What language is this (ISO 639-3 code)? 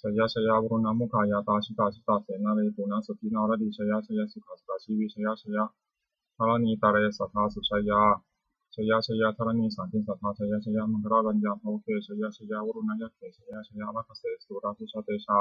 pli